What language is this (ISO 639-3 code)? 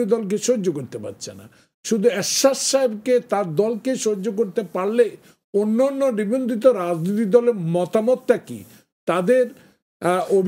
ben